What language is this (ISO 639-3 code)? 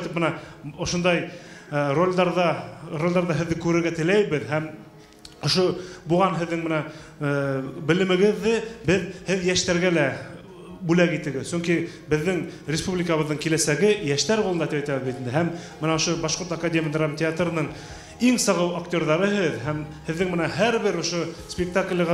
bak